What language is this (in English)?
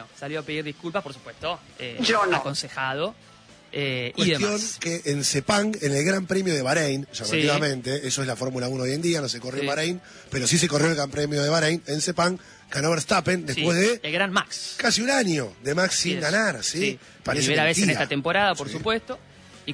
Spanish